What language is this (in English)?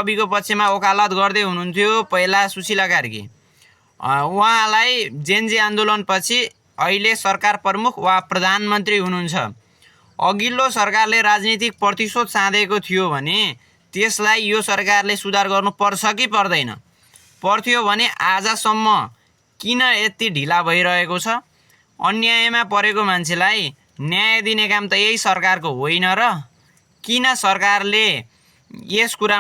Nepali